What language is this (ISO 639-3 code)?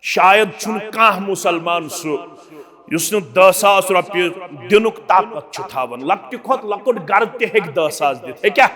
kas